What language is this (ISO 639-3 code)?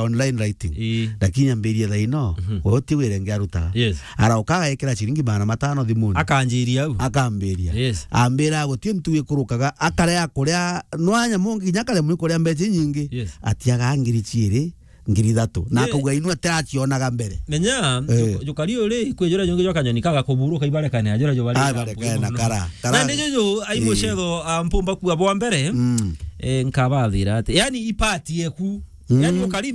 mer